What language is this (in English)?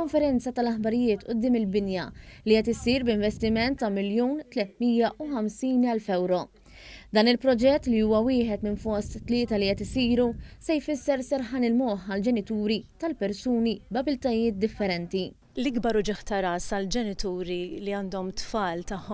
Maltese